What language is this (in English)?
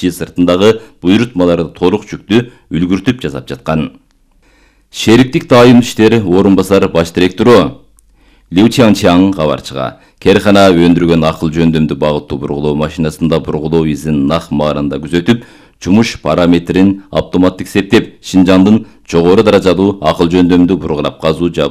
Kyrgyz